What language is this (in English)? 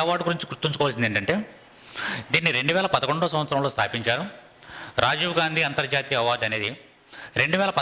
Telugu